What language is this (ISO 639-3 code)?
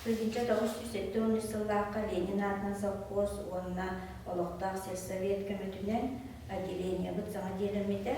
sah